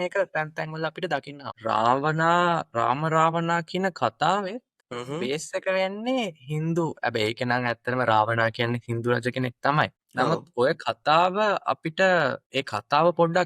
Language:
Sinhala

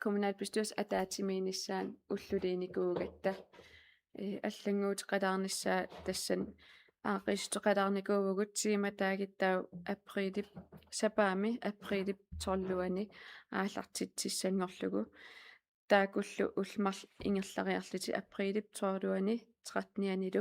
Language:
Kalaallisut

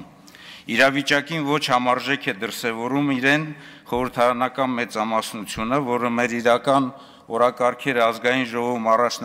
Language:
Armenian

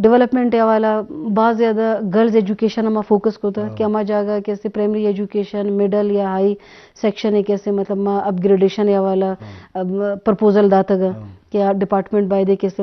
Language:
Eastern Balochi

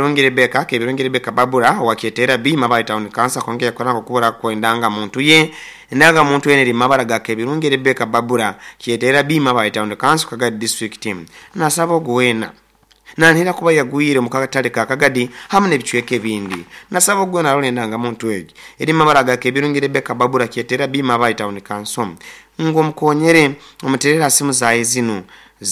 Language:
Nyoro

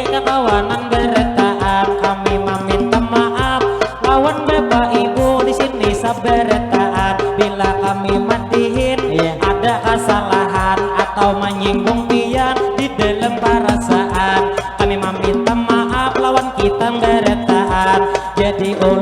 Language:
Banjar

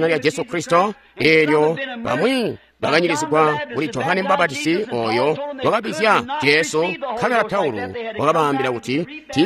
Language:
Tonga (Zambia)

